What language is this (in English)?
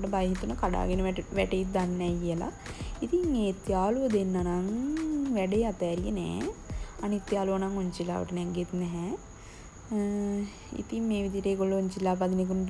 Sinhala